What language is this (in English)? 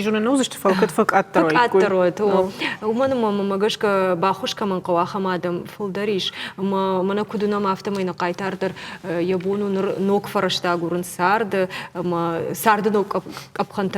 Ossetic